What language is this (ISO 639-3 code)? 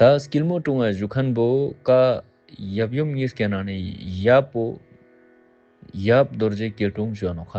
lbj